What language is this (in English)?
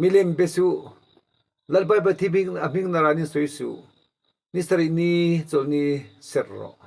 Mizo